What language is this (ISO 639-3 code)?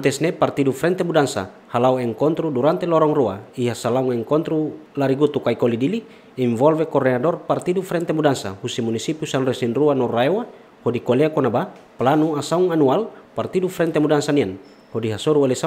tet